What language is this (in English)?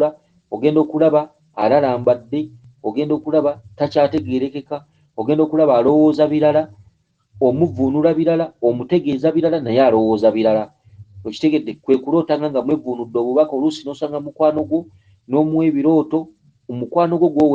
Ganda